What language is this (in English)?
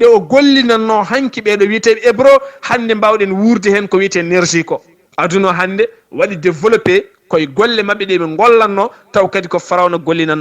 Fula